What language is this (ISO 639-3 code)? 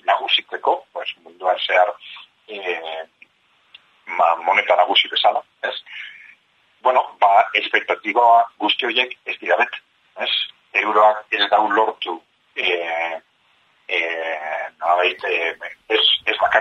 eus